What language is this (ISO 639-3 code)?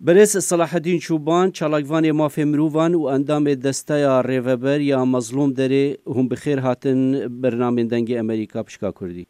kur